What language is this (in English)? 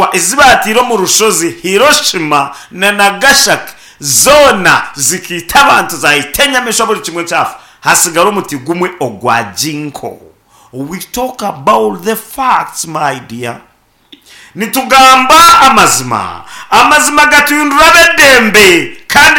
Nyankole